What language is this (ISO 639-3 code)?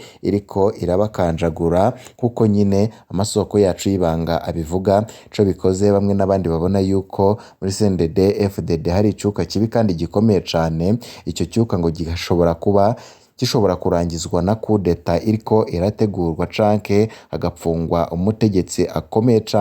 run